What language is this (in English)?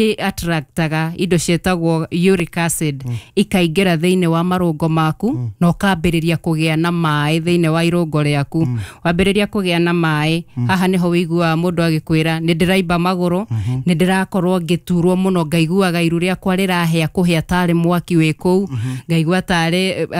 Kikuyu